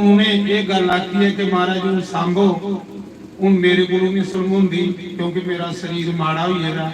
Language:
Dogri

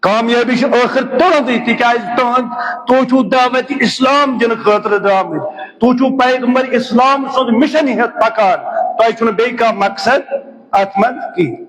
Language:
Kashmiri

